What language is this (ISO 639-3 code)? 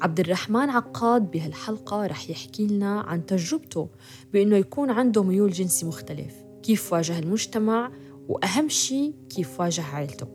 apc